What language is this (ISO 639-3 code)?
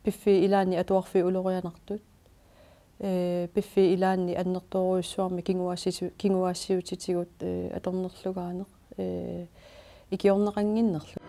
kal